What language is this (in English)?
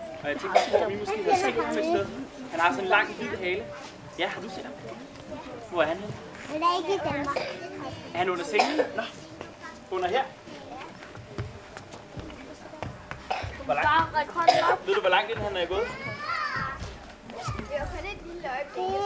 Danish